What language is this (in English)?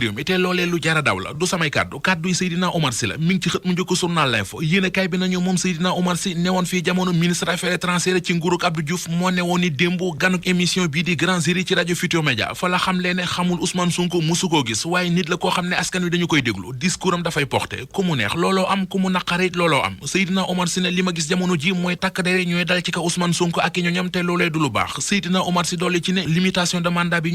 Wolof